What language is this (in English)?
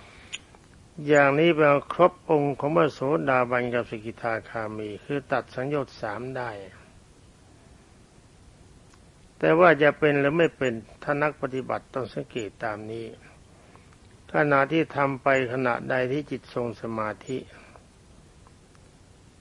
Thai